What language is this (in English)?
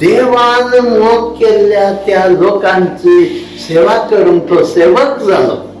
Konkani